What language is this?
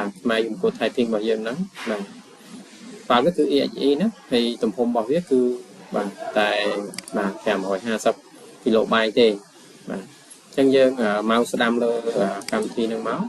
Khmer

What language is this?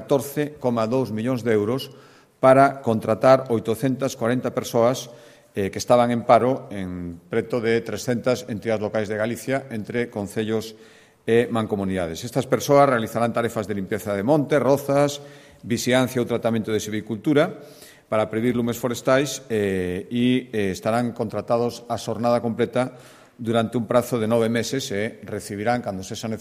Galician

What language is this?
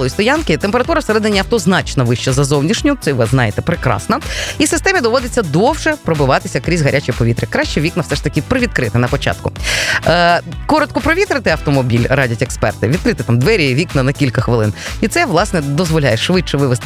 Ukrainian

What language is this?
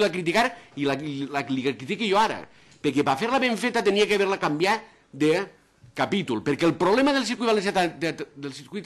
Catalan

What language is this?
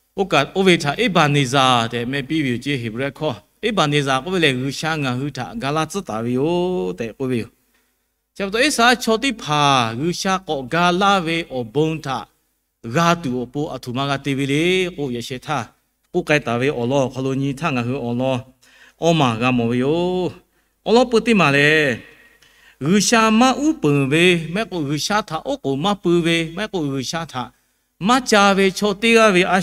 Lahu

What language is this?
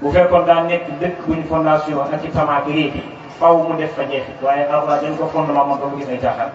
Wolof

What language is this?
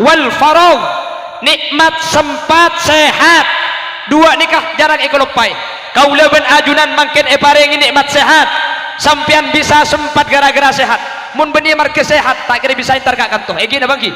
Madurese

